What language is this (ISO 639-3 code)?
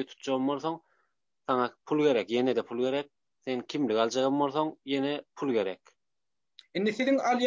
tuk